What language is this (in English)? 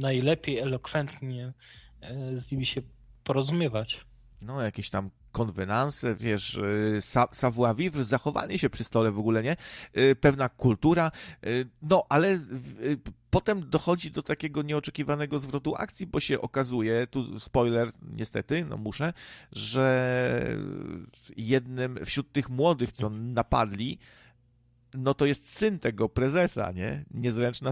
Polish